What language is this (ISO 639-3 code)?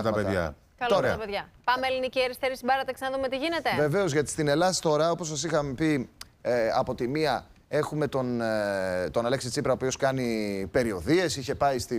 ell